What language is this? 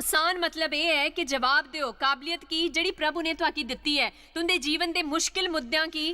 Dogri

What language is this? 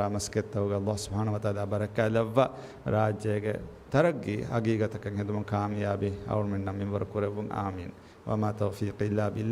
Divehi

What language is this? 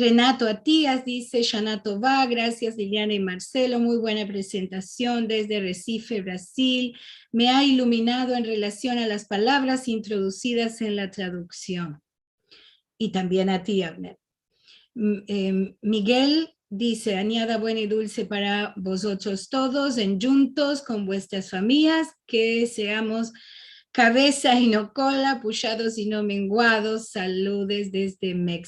Ladino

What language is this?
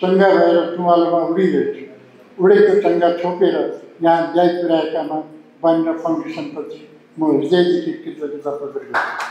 Nepali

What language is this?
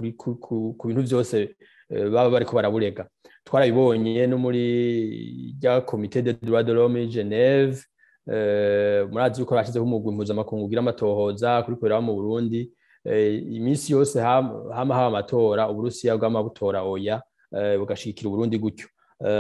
Rundi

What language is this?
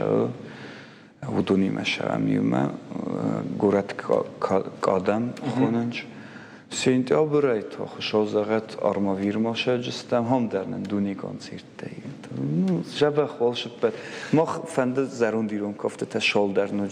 Ossetic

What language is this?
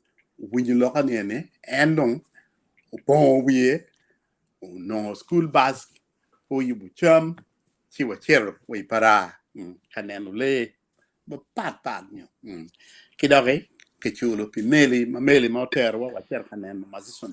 Acoli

